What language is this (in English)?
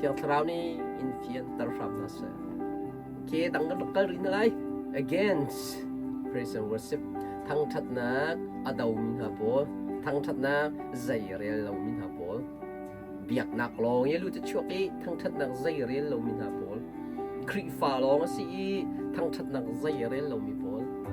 Hakha Chin